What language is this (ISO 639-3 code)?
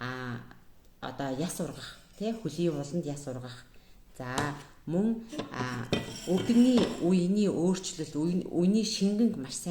mon